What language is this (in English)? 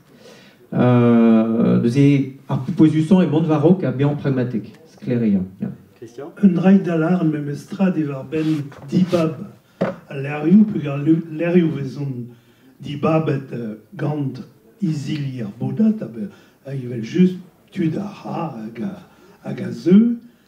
Breton